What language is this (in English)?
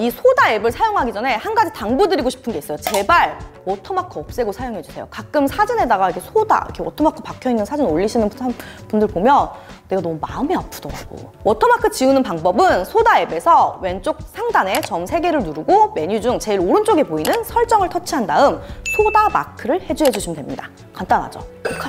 Korean